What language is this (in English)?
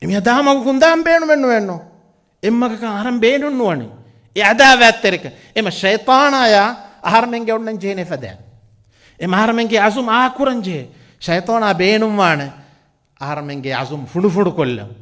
Divehi